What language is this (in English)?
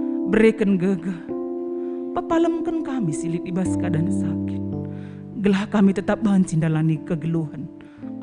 Batak Karo